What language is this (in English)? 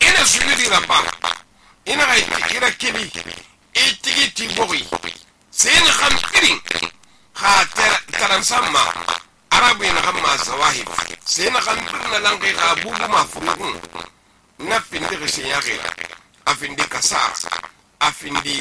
Susu